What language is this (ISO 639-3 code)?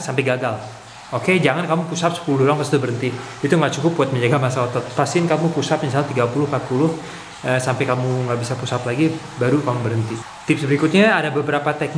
ind